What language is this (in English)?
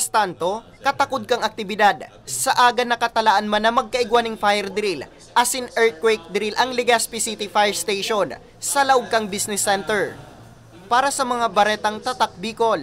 Bikol